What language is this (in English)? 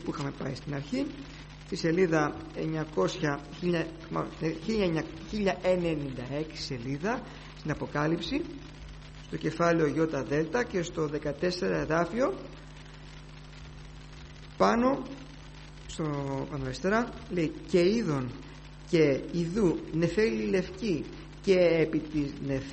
Greek